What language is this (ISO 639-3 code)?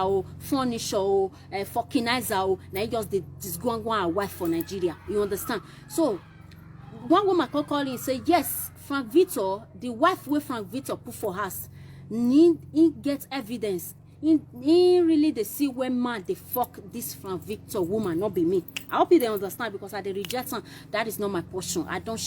pcm